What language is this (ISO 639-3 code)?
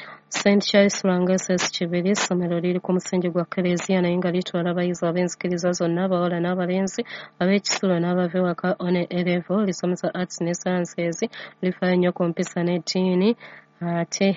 lug